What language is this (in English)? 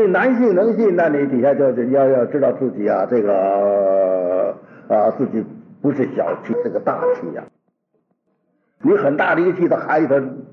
Chinese